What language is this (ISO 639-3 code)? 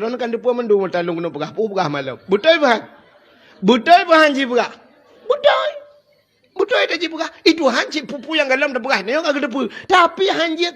ace